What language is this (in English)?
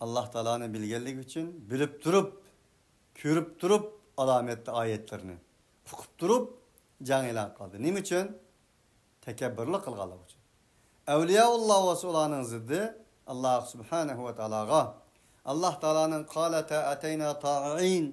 Uyghur